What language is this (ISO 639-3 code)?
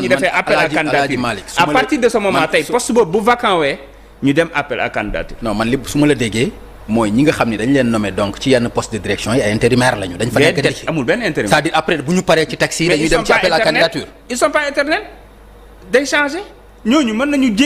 wol